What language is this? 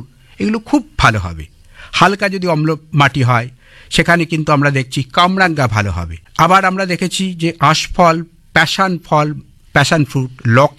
Bangla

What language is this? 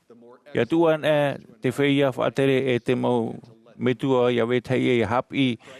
Tahitian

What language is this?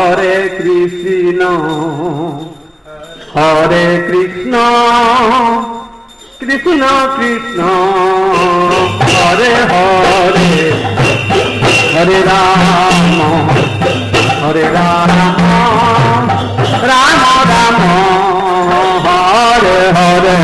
Odia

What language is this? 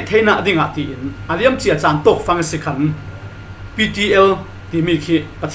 Falam Chin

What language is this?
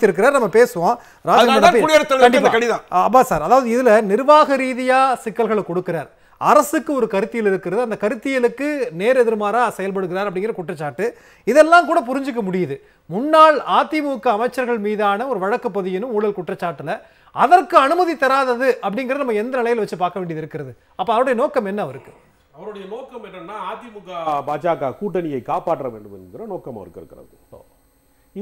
Tamil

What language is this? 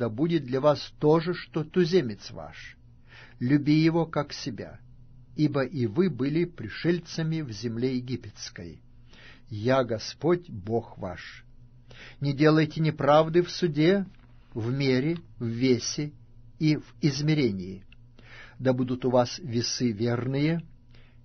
Russian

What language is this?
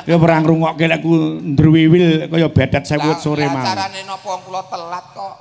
Javanese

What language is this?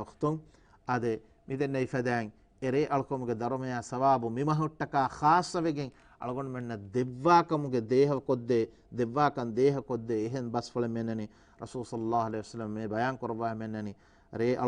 Divehi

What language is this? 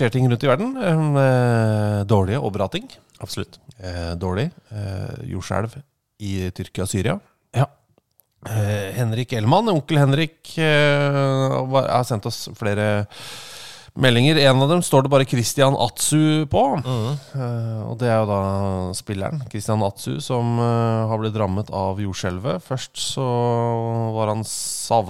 Norwegian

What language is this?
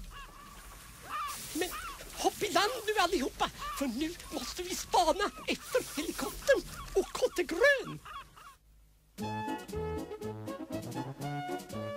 Swedish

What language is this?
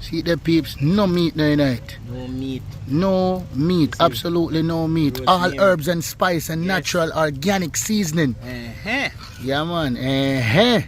Jamaican Creole English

